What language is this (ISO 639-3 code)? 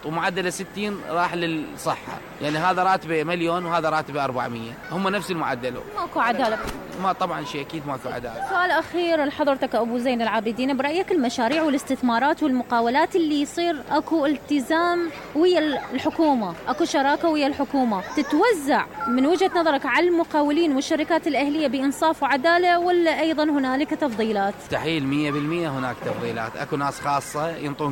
acm